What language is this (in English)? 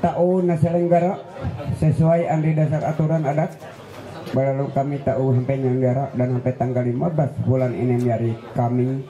Ma'anyan